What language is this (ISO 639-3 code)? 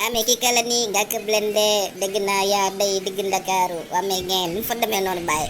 wol